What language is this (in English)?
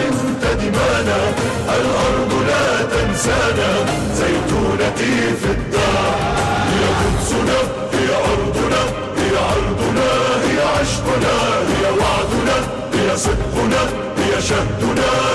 Arabic